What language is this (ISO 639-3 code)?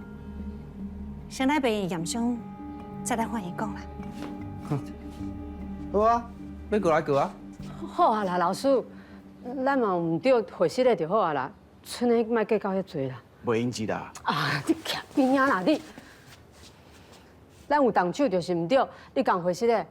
nan